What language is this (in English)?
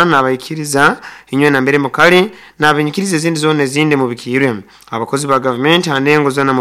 Nyoro